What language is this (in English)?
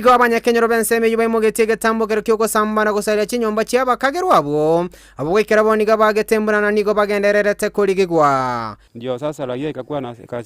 Gusii